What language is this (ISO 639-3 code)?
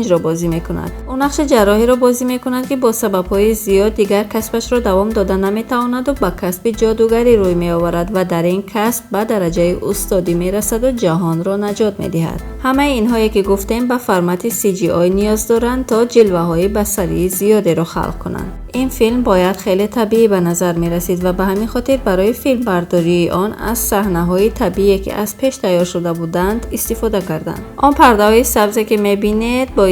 tgk